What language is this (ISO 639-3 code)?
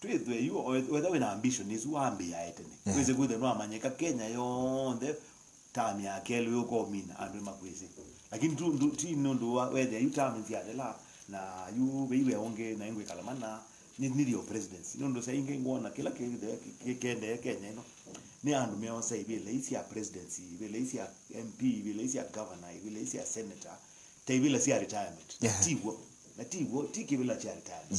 kam